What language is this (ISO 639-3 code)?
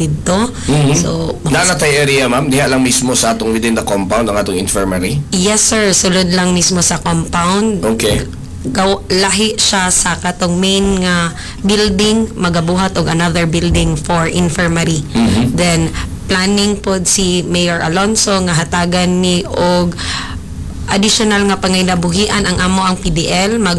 ceb